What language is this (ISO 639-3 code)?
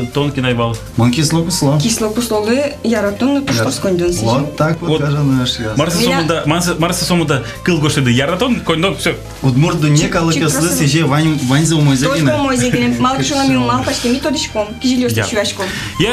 udm